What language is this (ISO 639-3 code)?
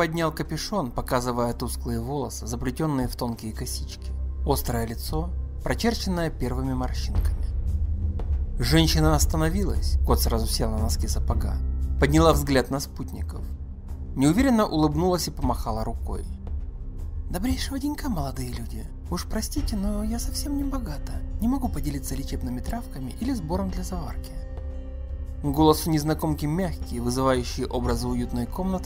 rus